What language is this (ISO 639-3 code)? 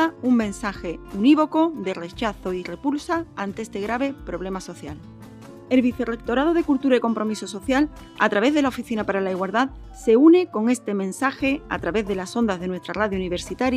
spa